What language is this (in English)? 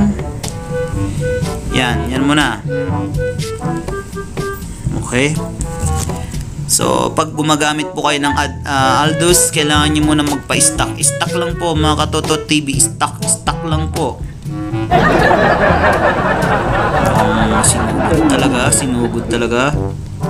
Filipino